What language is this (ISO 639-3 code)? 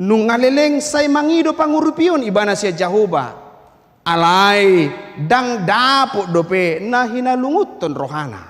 bbc